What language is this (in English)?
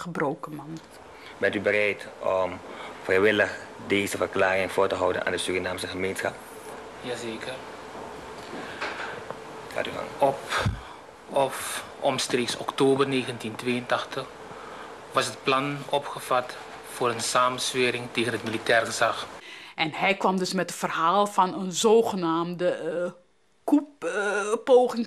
Dutch